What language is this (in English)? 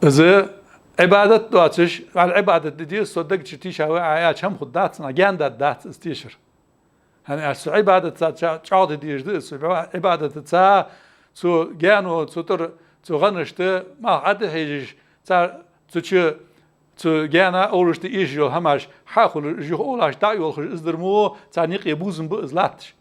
Ingush